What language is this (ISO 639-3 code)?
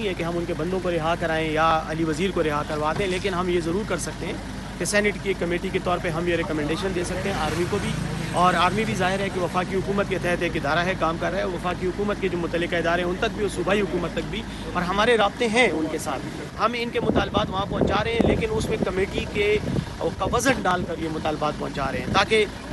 urd